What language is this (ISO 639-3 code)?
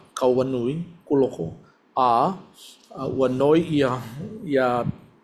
haw